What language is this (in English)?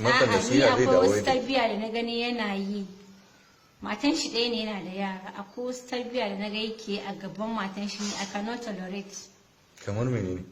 Hausa